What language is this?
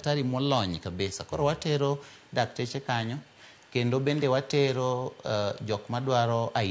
Luo (Kenya and Tanzania)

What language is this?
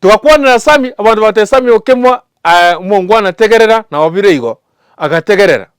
Gusii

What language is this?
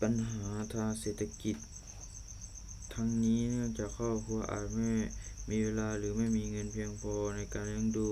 Lao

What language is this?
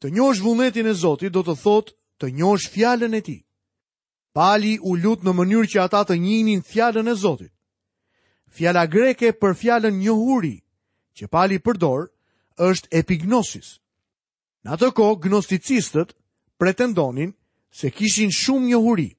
Albanian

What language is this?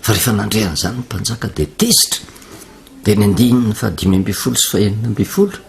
Malagasy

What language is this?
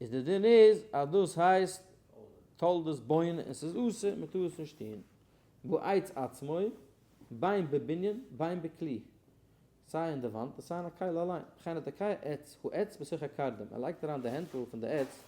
Yiddish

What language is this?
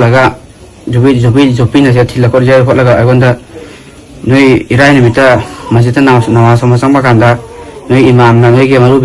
Manipuri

